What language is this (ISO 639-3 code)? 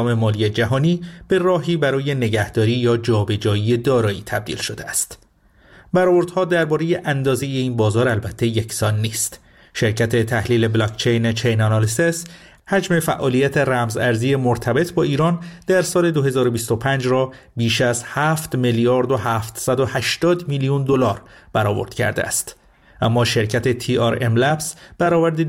fas